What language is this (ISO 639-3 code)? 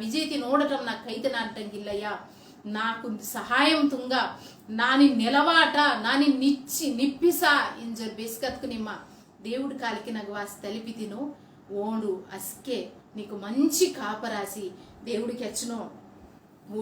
kff